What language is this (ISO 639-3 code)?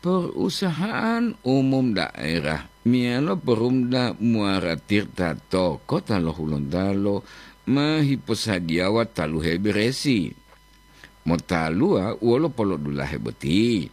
gor